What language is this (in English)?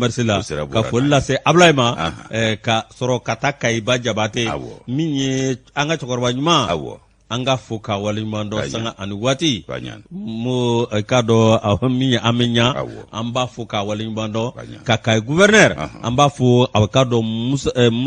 Bambara